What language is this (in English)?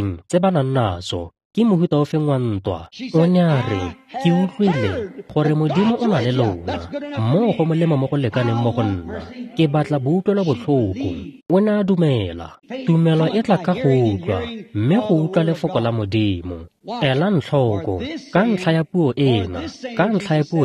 Tswana